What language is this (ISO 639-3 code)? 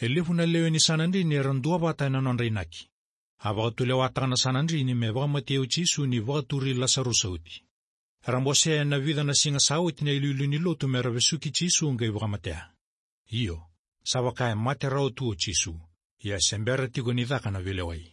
fij